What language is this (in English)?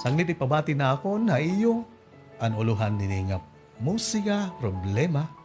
Waray